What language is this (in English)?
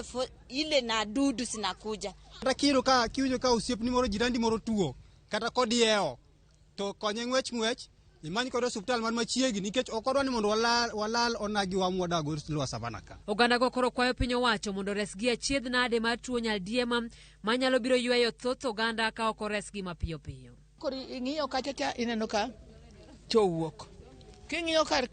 Luo (Kenya and Tanzania)